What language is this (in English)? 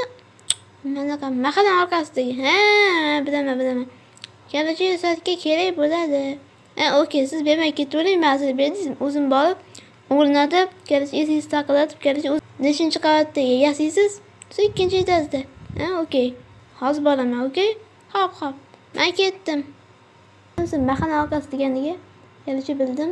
Uzbek